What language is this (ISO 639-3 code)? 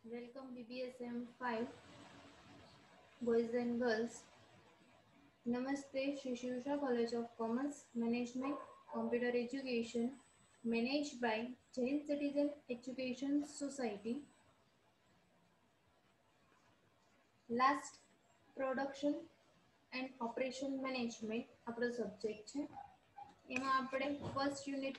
guj